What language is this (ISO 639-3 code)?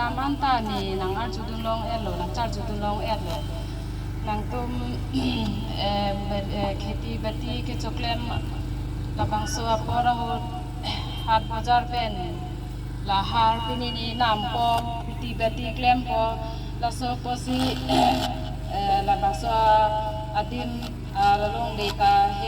mjw